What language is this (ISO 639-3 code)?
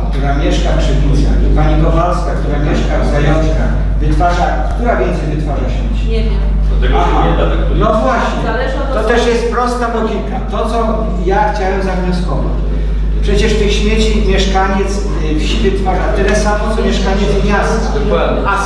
pol